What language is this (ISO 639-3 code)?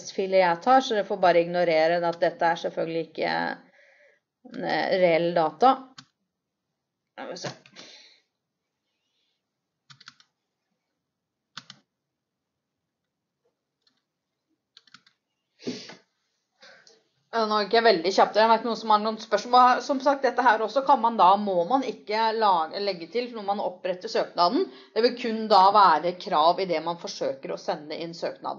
nor